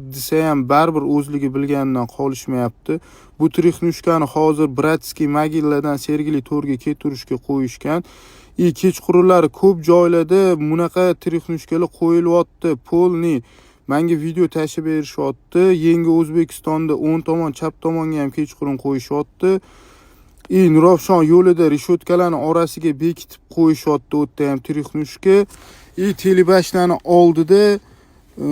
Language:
Uzbek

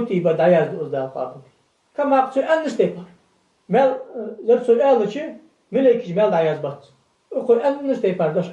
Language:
Ingush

